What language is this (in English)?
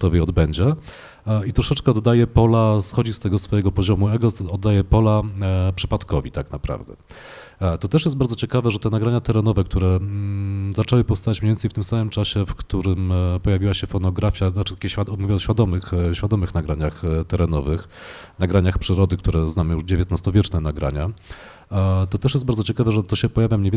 Polish